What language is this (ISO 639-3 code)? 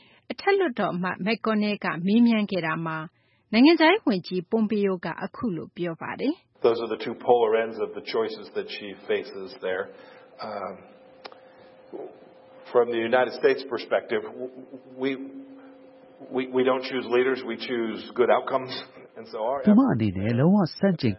mya